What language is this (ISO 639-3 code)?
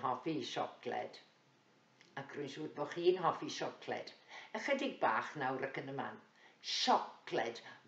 cym